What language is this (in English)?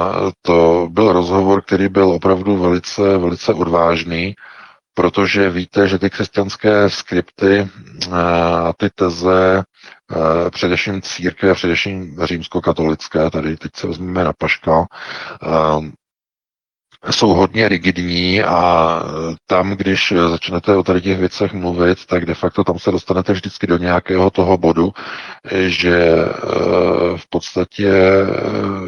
Czech